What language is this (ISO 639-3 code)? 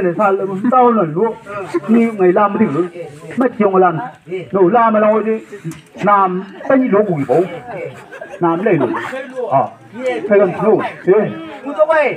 nbc